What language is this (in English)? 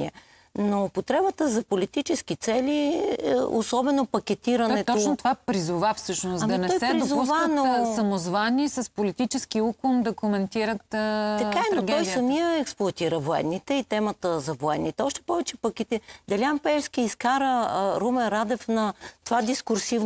Bulgarian